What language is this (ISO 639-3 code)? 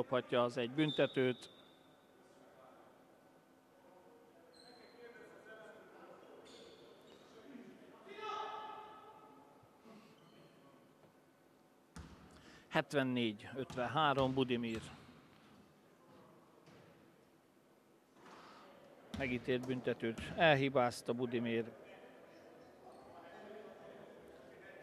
hun